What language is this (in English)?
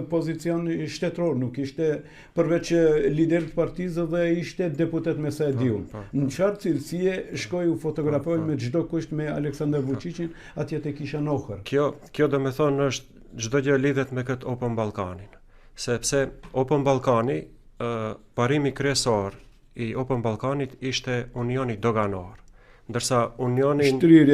Albanian